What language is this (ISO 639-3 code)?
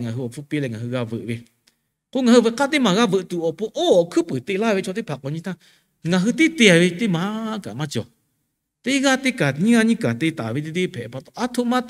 lhu